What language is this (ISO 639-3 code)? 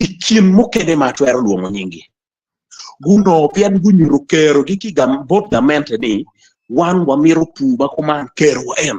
ach